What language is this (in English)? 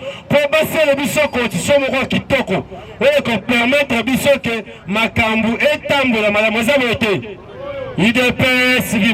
Lingala